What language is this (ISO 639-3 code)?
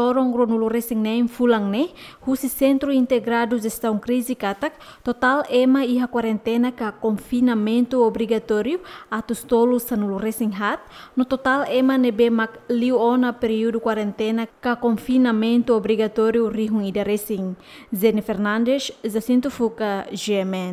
tet